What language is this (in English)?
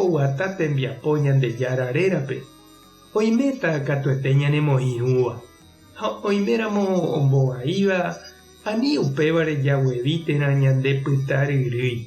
Guarani